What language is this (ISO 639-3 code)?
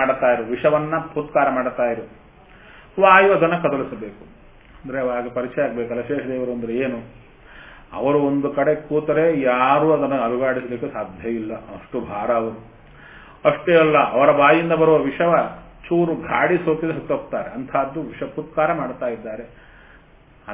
kan